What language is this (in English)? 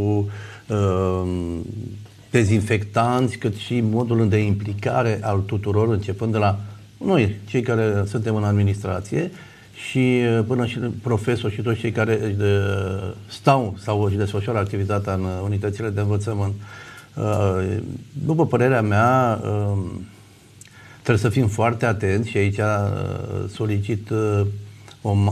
Romanian